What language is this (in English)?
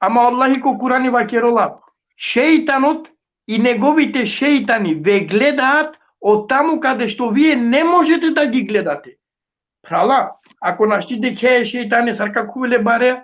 Balkan Romani